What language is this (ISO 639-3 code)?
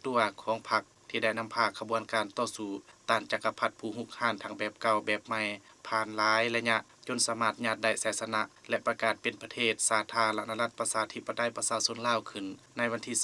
lao